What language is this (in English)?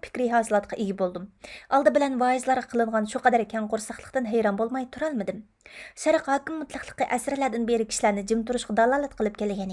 Uyghur